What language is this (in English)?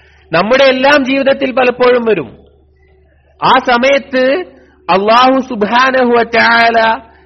Malayalam